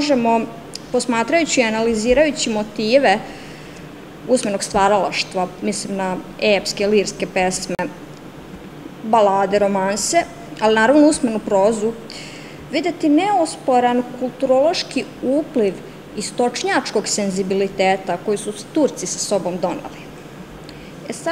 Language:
Serbian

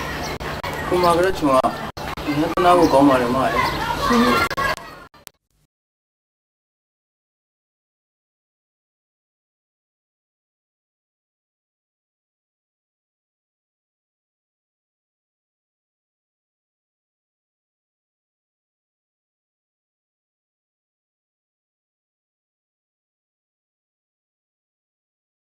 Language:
Burmese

